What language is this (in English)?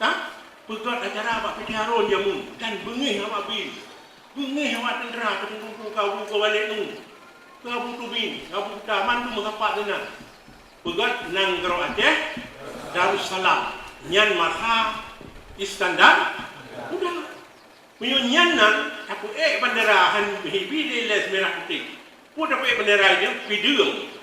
Achinese